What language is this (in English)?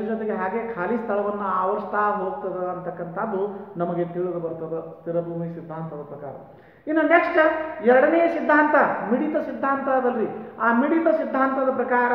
Kannada